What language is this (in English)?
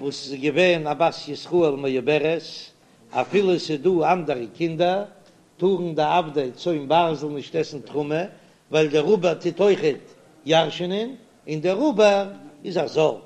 Yiddish